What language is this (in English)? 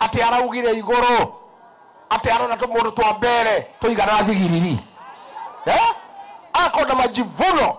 Meru